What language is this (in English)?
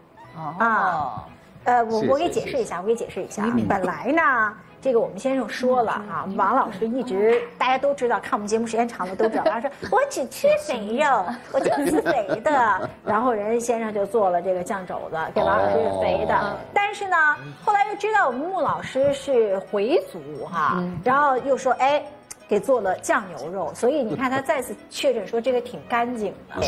Chinese